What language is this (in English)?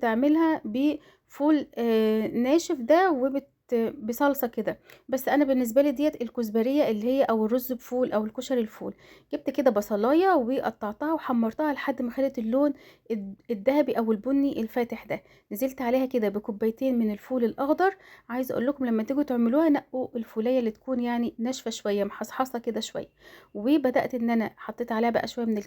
Egyptian Arabic